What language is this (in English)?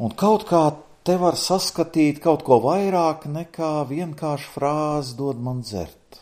Latvian